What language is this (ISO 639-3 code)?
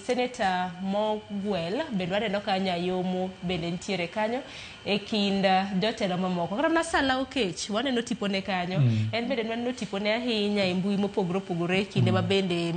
luo